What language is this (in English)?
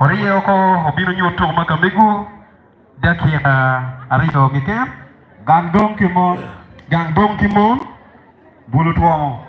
Acoli